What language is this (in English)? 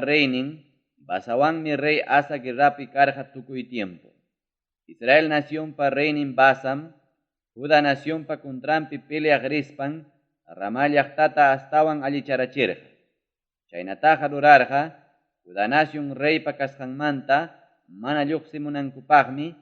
Ayacucho Quechua